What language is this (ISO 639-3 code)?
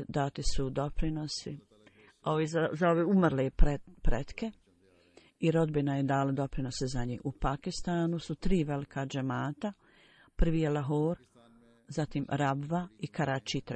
bos